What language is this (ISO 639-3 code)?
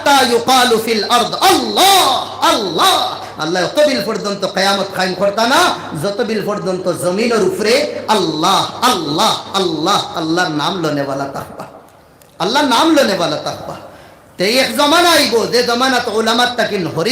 syl